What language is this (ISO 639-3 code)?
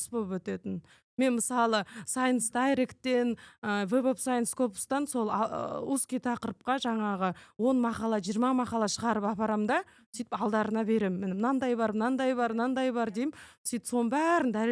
kaz